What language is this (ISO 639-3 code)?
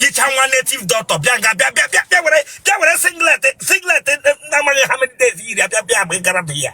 ibo